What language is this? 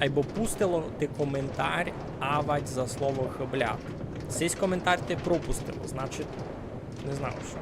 Rusyn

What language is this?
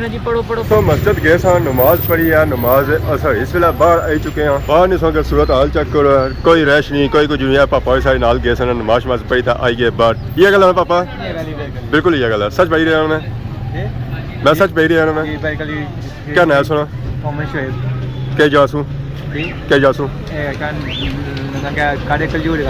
Pahari-Potwari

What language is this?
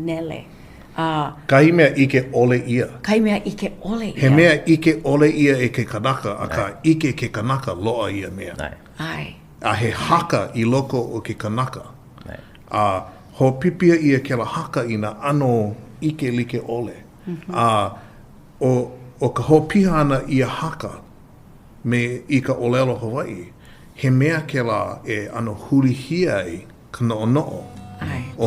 Hawaiian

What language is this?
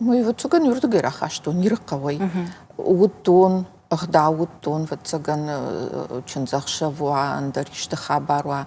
Ossetic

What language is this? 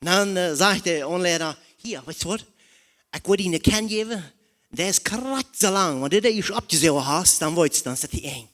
Plautdietsch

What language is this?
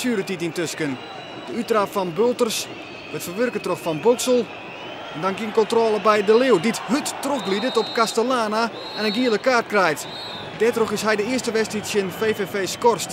Western Frisian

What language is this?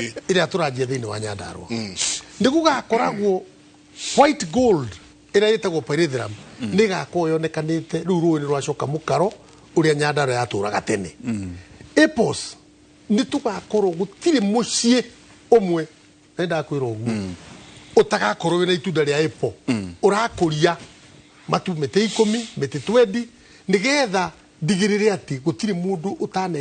Kikuyu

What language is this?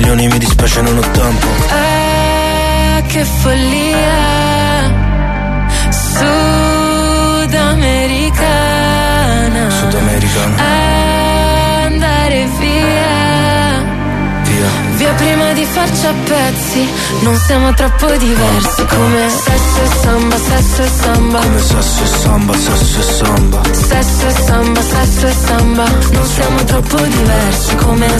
Italian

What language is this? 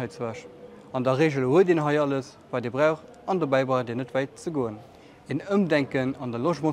Luxembourgish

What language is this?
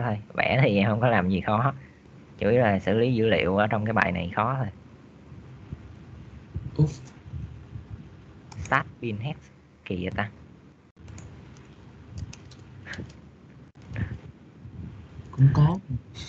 Vietnamese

